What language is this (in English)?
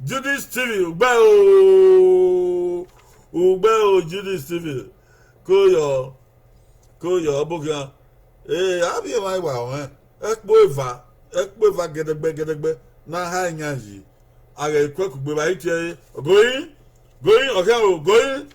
Bini